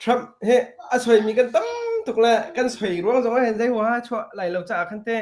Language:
Hakha Chin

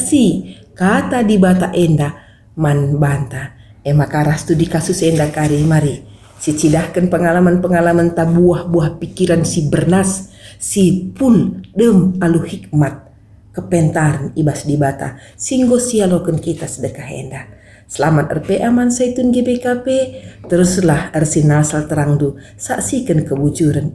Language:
Batak Karo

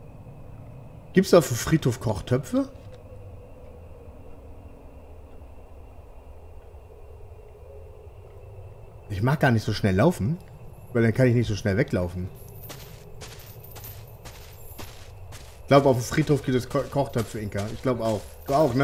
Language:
German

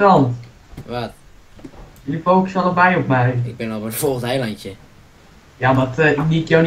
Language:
Dutch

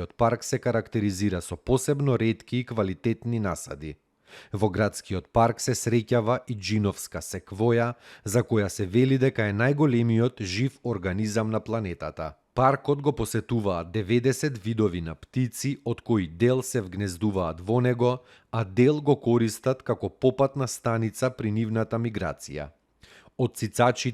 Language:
Macedonian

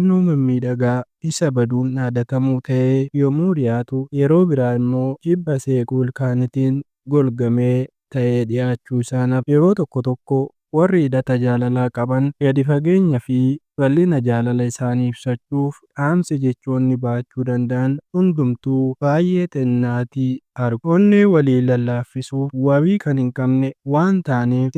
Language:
Oromo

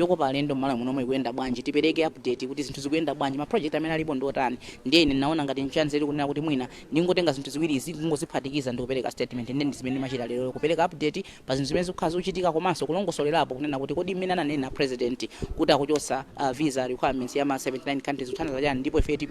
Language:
Nyanja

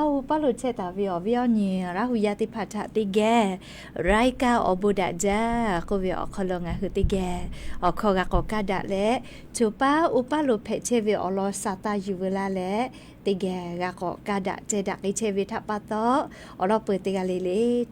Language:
Lahu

